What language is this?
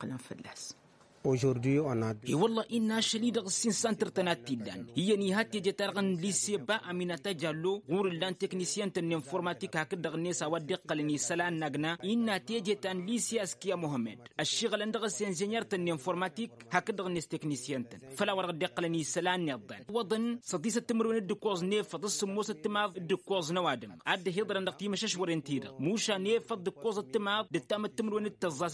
Tamasheq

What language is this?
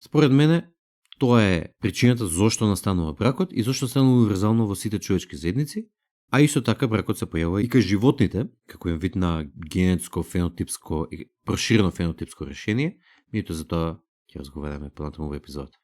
Macedonian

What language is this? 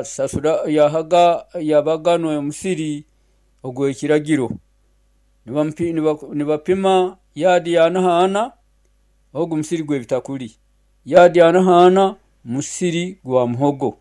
Nyoro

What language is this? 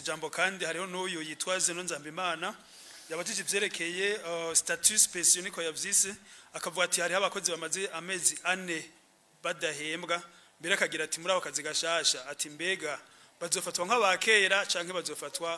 Rundi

